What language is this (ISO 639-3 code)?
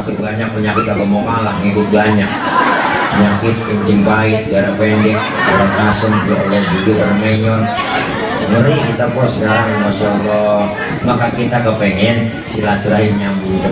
bew